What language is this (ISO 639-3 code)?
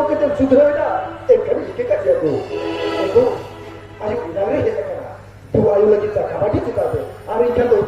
sat